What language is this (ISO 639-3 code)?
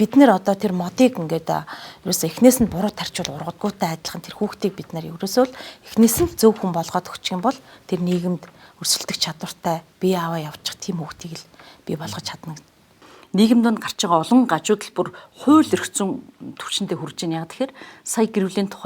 mon